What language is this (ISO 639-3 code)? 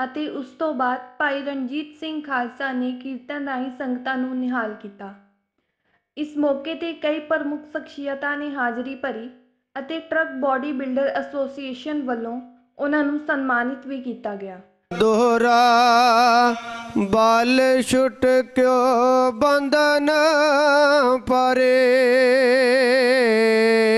pan